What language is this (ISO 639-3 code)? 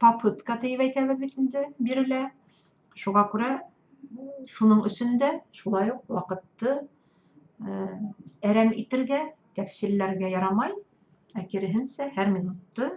bak